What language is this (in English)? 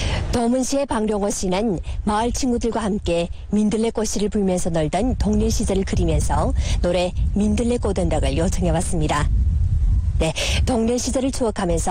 Korean